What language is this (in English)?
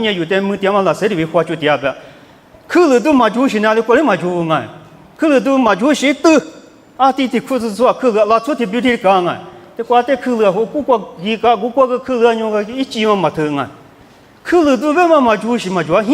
Lisu